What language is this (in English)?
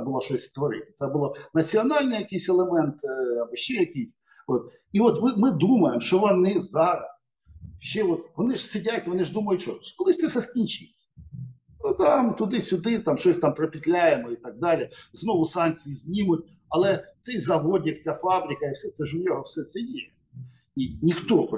Ukrainian